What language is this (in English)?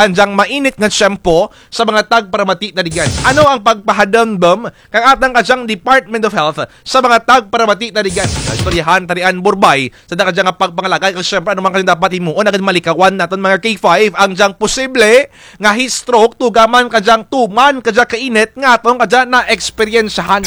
Kinaray-a